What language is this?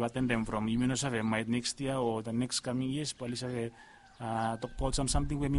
Bislama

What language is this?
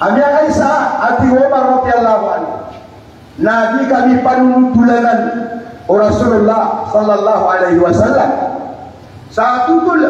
Maranao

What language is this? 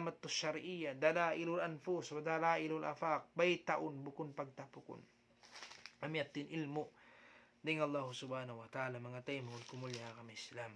Tausug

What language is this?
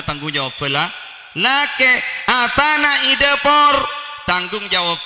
Madurese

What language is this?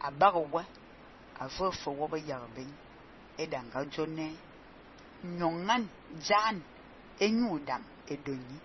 Fang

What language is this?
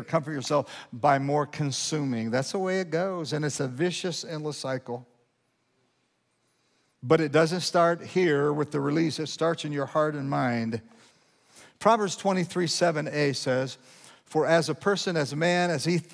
English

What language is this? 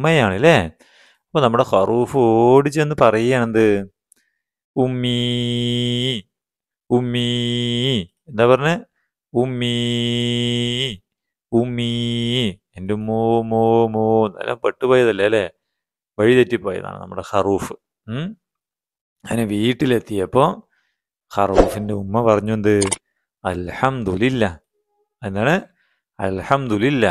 Malayalam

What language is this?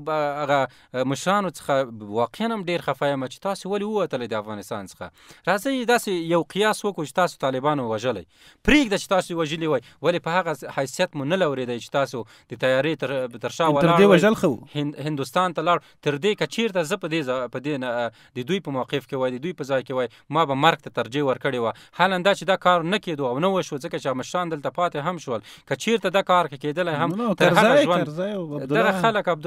Pashto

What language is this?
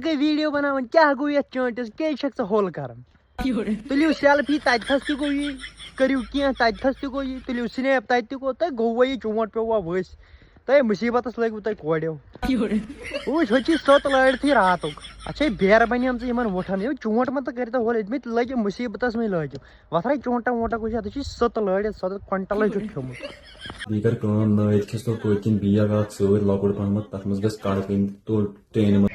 Kashmiri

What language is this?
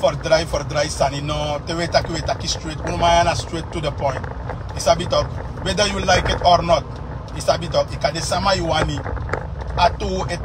Sranan Tongo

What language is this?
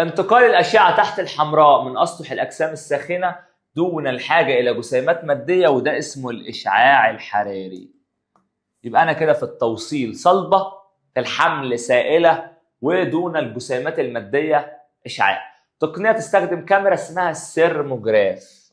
Egyptian Arabic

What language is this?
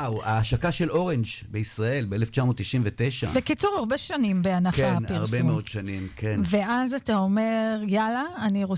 Hebrew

